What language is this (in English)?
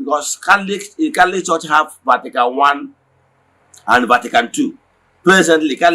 Igbo